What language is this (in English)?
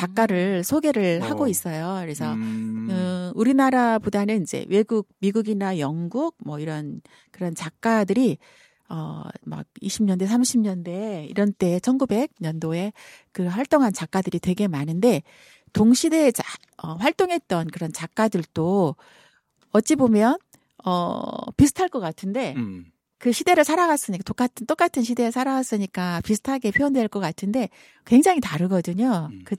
Korean